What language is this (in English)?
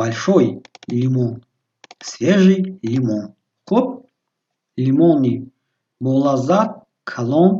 Tajik